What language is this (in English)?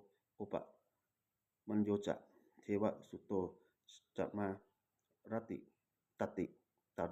Pali